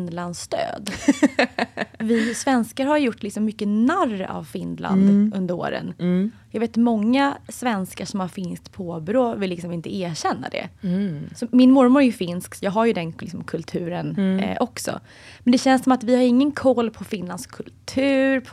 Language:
Swedish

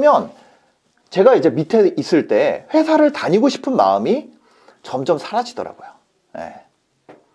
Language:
Korean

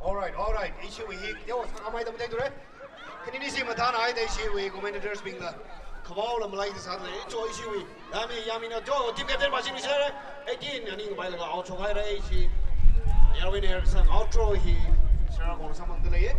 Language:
Tangkhul Naga (India)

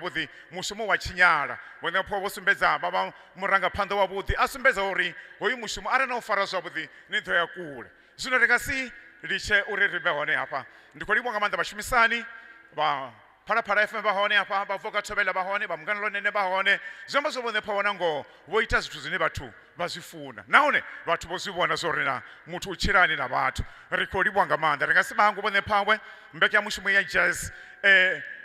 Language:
Venda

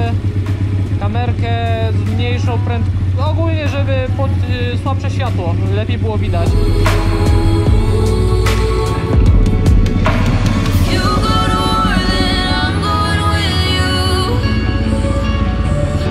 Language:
Polish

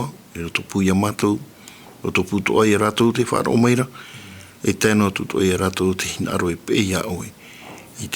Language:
Tahitian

